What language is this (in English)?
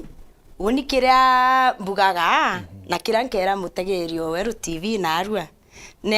Meru